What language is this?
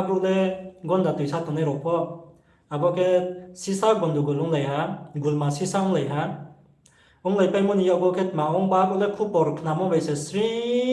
Riang (India)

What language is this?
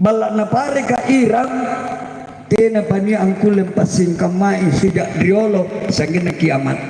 Makasar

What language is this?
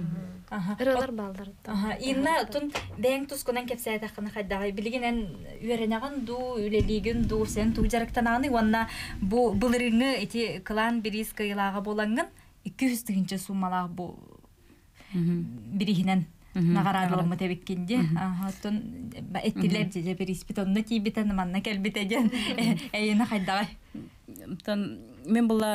Yakut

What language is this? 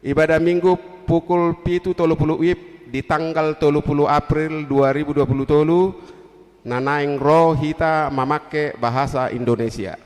Batak Toba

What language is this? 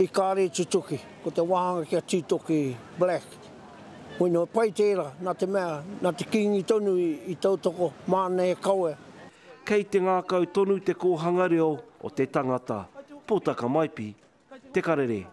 Māori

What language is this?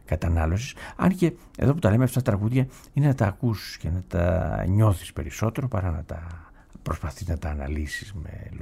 Greek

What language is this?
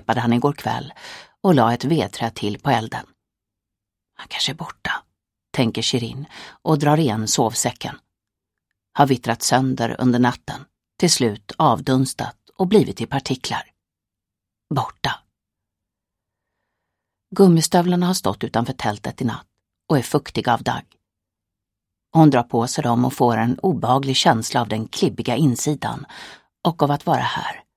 Swedish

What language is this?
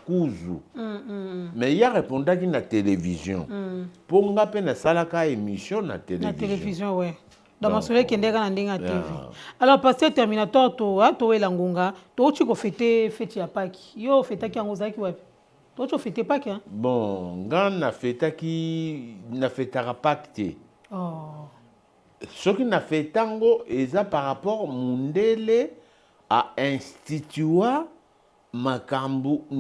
Lingala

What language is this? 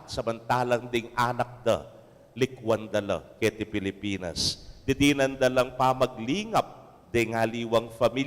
Pampanga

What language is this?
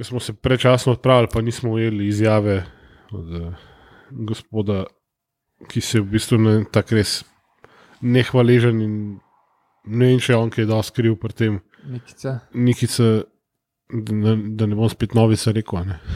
Slovenian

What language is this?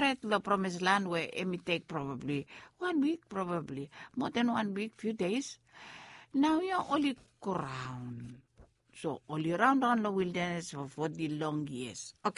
Bislama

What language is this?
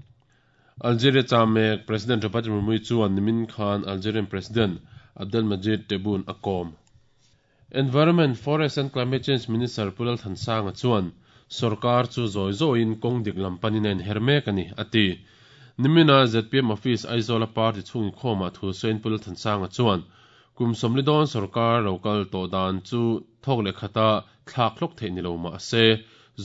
Mizo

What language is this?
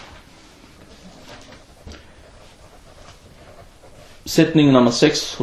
Danish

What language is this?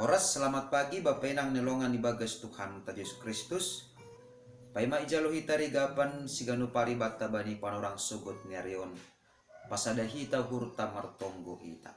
Batak Simalungun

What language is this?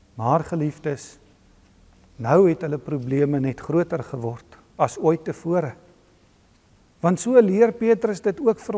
Afrikaans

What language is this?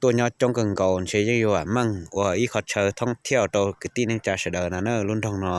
Hmong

